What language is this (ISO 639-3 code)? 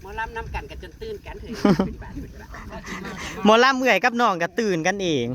tts